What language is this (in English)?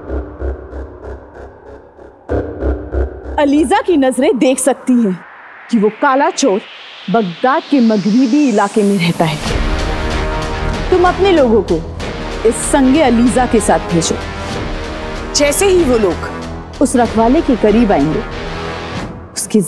Hindi